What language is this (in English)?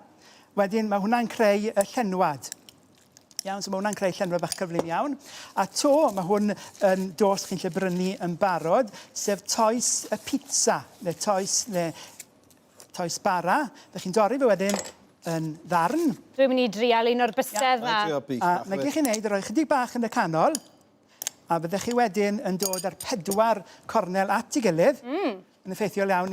Welsh